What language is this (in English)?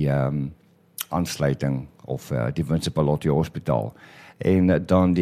Afrikaans